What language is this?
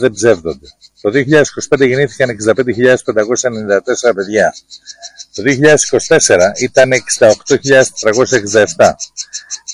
Greek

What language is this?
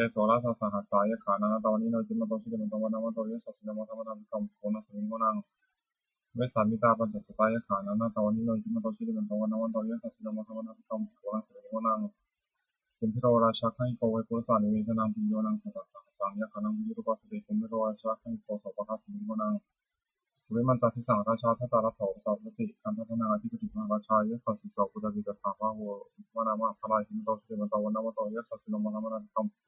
Pali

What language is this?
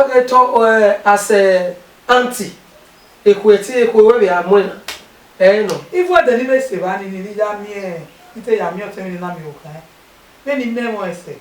Bini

